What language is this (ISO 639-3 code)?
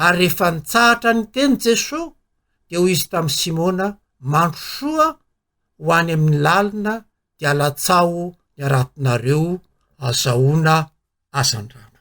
mlg